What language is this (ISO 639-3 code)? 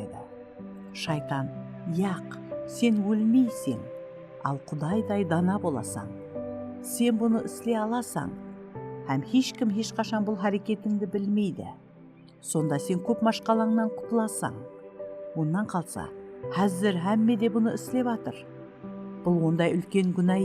kaa